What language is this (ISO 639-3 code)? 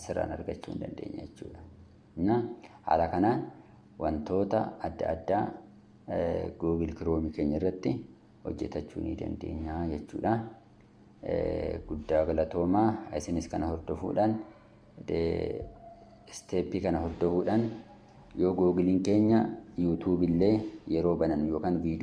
orm